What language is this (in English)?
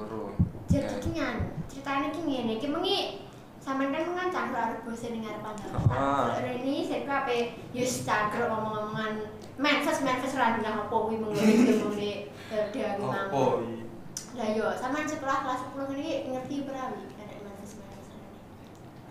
Javanese